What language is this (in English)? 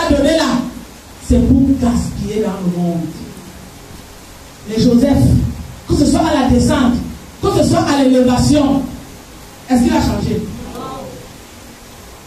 French